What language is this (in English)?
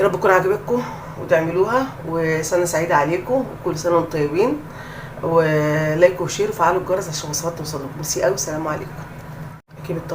Egyptian Arabic